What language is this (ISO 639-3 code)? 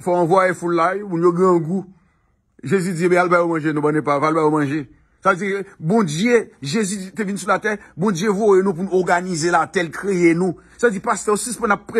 hat